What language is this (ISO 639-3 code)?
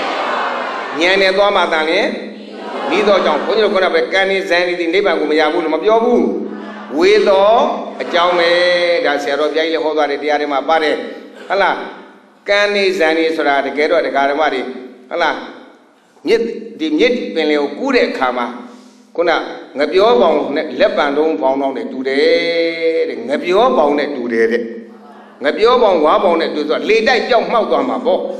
mya